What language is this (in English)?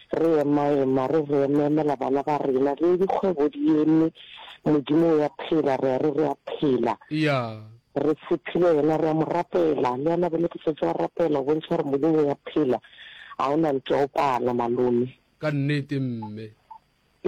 Northern Sotho